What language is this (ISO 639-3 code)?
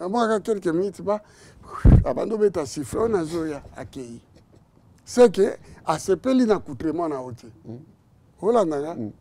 lin